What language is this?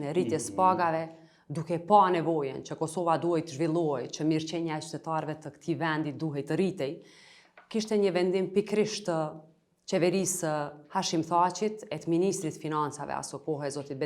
Albanian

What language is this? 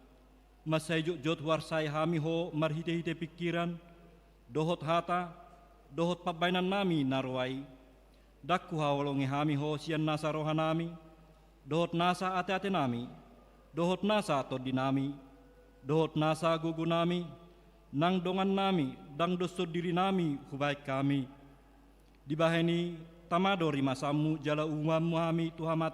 Batak Toba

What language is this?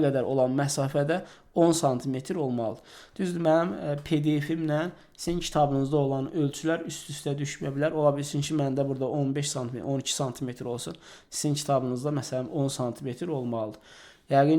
Azerbaijani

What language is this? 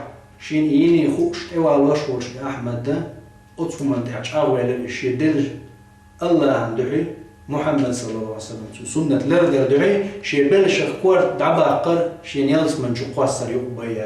Chechen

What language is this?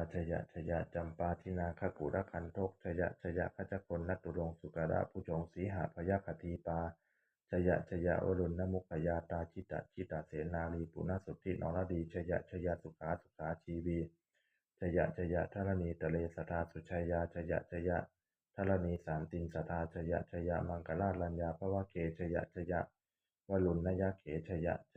Pali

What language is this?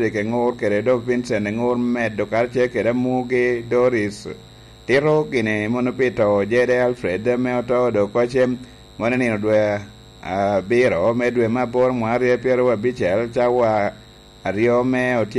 Lango (Uganda)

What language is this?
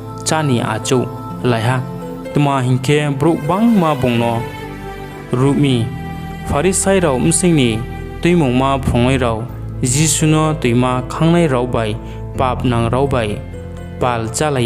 Riang (India)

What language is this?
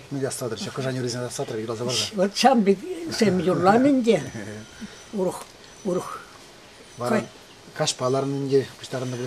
Chuvash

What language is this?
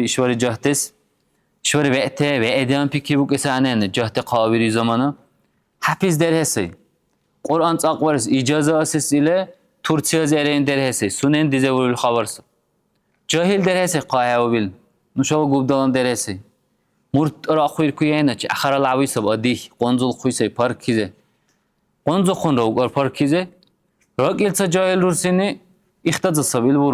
Dargwa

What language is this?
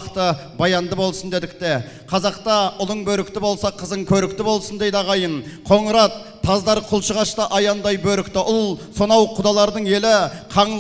Kazakh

